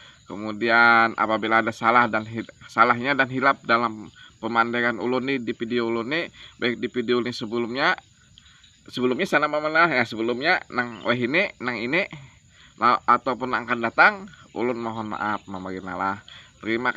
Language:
Banjar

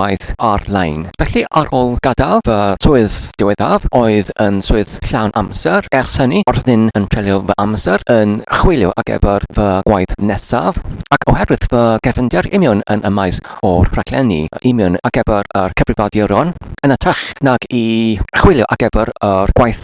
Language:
Welsh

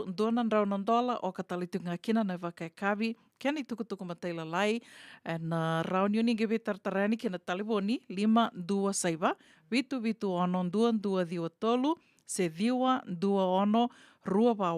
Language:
Fijian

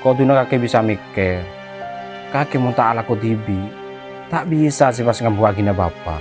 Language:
Madurese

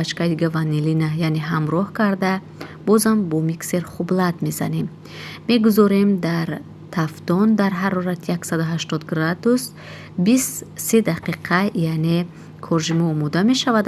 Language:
Tajik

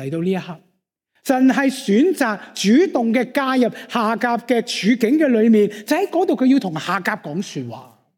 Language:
Cantonese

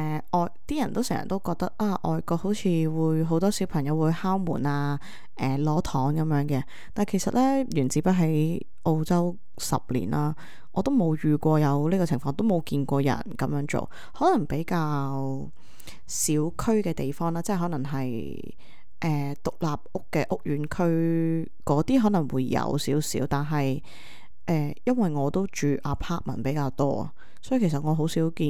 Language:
Cantonese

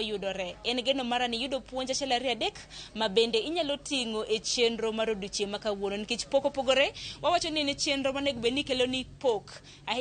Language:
Luo (Kenya and Tanzania)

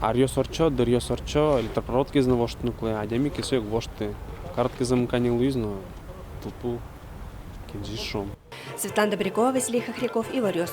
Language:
Udmurt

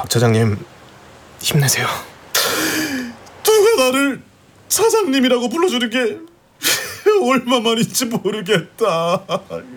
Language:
Korean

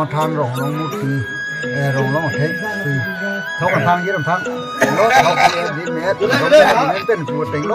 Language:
Karbi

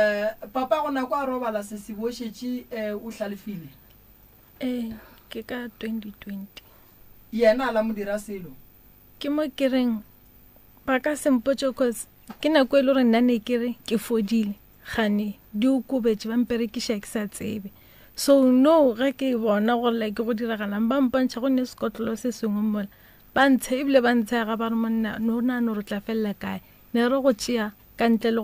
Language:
Northern Sotho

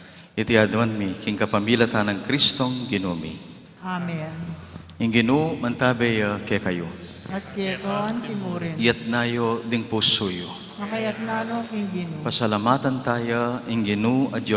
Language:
Pampanga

